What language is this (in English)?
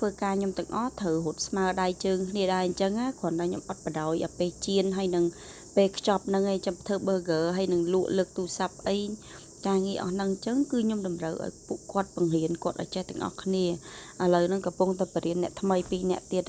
Khmer